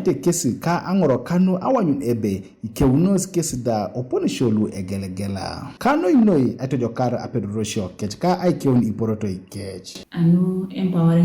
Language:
Teso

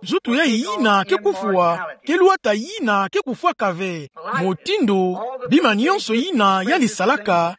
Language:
Kituba (Democratic Republic of Congo)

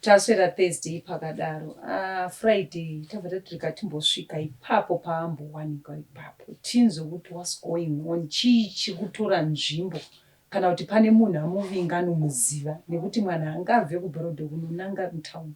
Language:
Shona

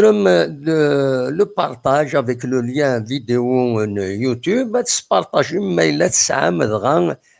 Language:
Kabyle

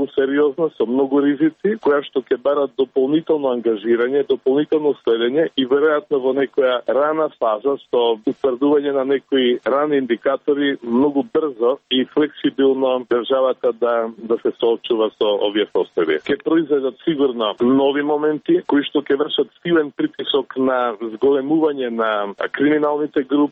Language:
Macedonian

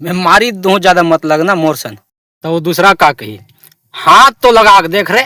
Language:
Chhattisgarhi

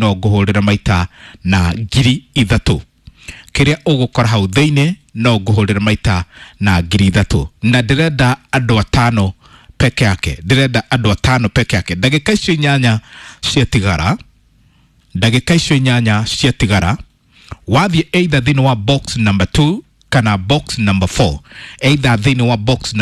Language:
Kikuyu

